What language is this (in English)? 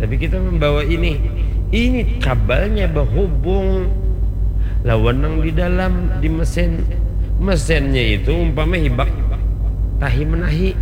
Banjar